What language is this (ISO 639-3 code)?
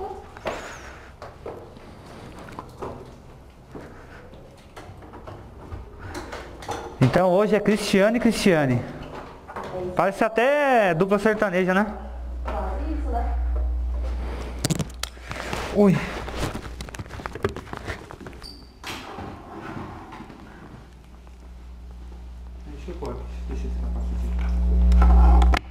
por